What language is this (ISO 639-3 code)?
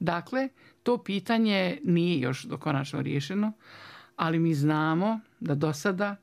bos